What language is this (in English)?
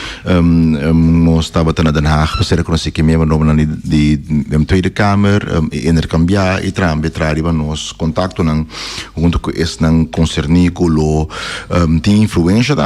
Papiamento